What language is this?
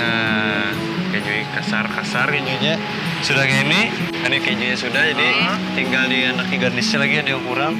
Banjar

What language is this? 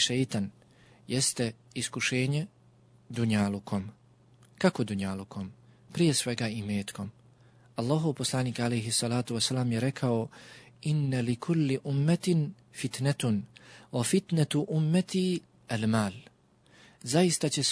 Bosnian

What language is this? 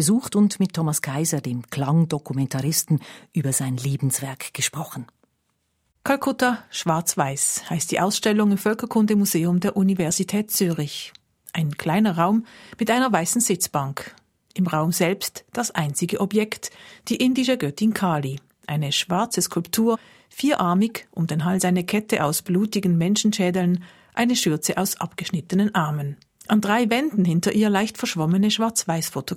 German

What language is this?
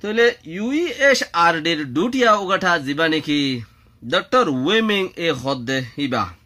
Rohingya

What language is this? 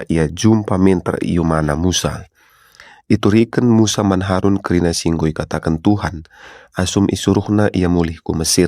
Batak Karo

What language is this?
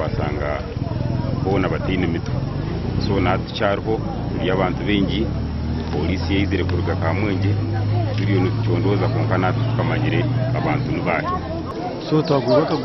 Nyankole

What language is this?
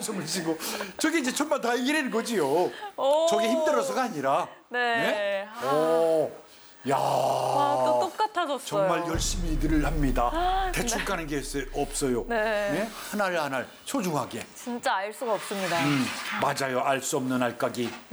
Korean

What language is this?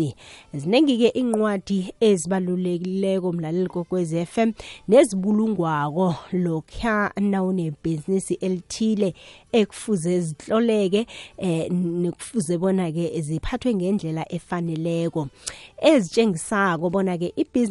South Ndebele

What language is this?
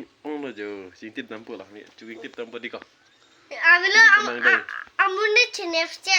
Karbi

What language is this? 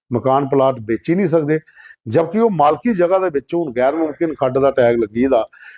Dogri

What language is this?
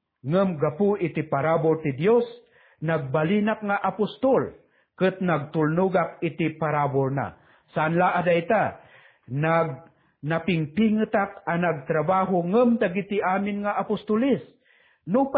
Iloko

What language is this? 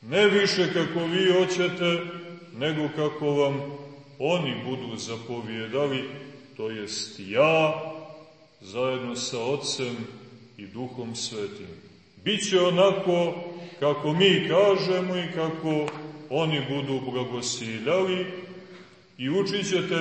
Serbian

